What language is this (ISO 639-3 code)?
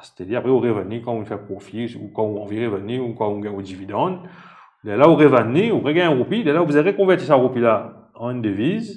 mfe